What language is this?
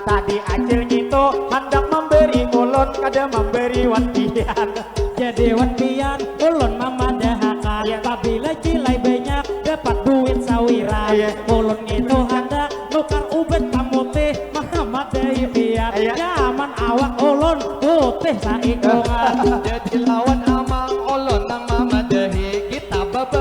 Banjar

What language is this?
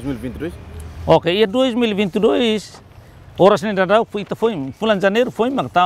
Tetum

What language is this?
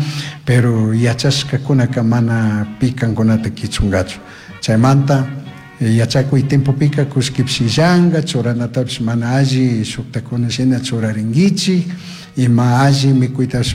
Chimborazo Highland Quichua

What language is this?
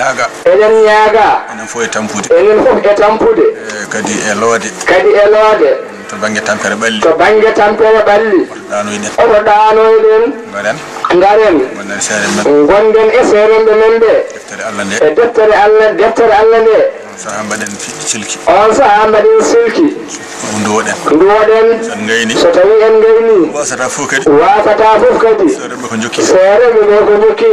Fula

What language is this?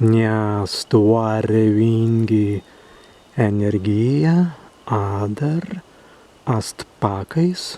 Prussian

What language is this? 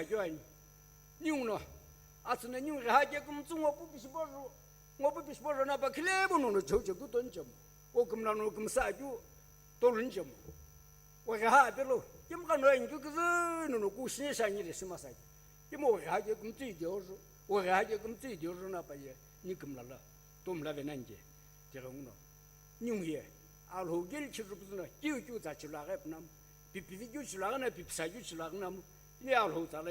Sumi Naga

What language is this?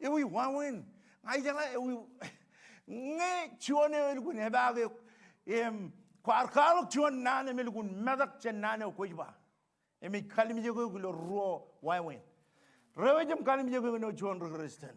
Marshallese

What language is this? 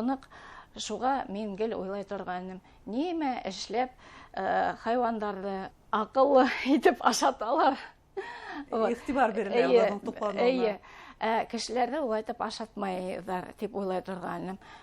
Bashkir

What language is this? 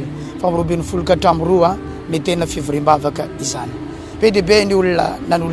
Malagasy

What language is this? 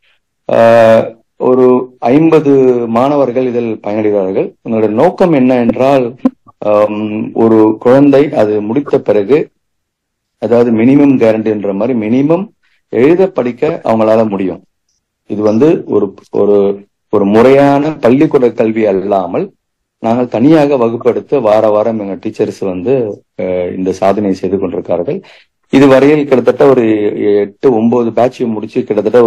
Tamil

